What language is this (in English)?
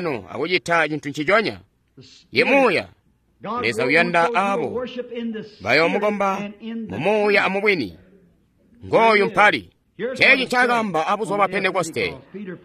Tonga (Zambia)